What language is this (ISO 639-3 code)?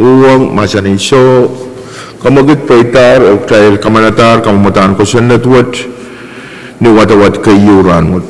pon